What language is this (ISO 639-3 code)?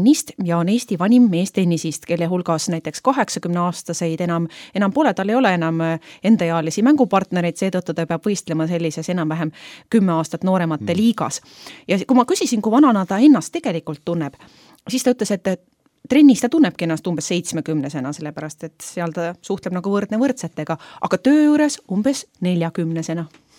est